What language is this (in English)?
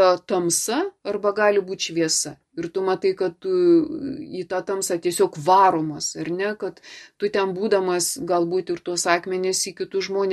Lithuanian